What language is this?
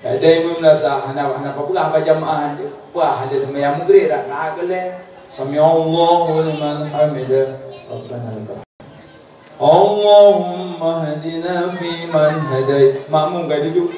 Achinese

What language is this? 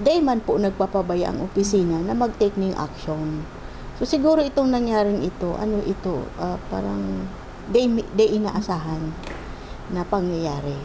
Bikol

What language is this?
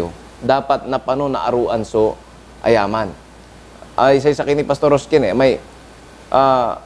Pangasinan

